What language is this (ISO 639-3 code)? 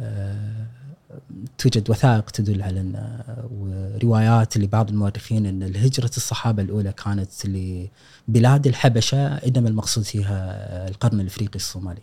afb